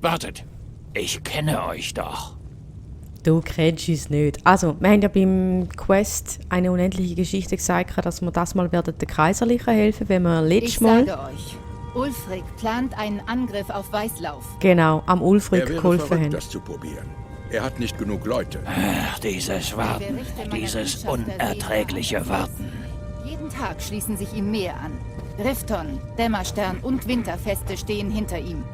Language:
Swiss German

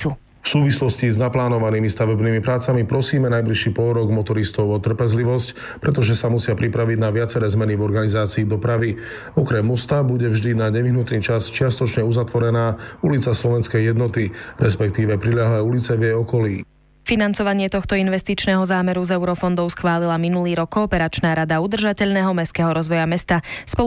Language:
Slovak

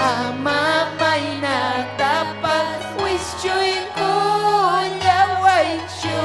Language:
Ayacucho Quechua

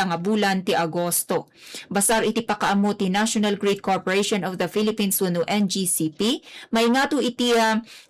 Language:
Iloko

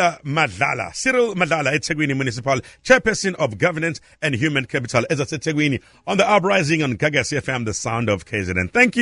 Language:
Zulu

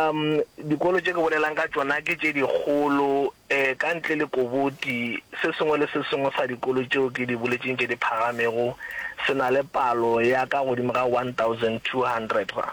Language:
Northern Sotho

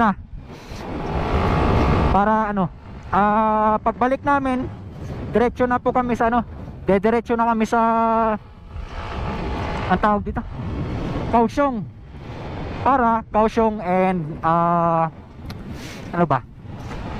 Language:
Filipino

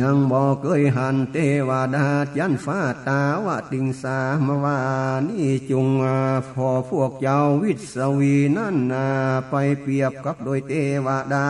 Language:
Northern Thai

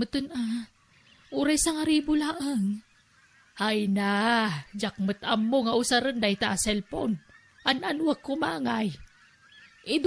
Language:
Iloko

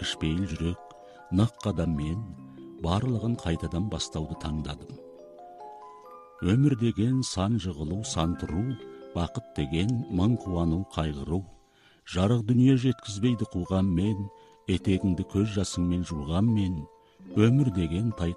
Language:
Kazakh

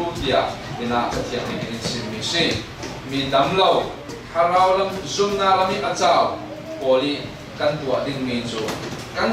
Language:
Falam Chin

